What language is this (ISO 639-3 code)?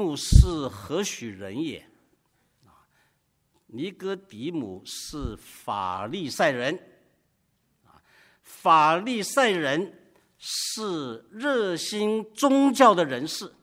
zho